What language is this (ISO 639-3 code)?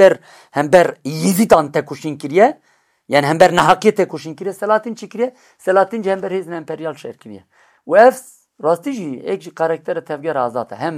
kur